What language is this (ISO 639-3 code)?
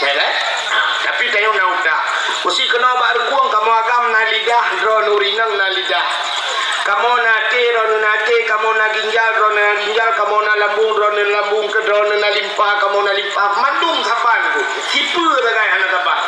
ace